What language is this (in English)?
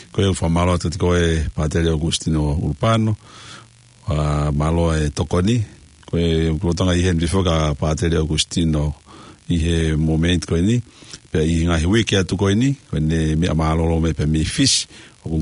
Tongan